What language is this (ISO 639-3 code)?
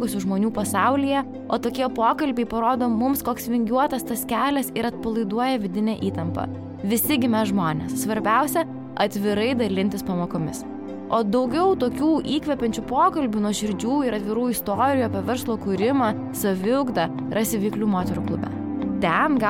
lit